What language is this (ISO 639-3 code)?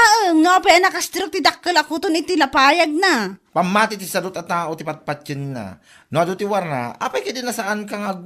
ilo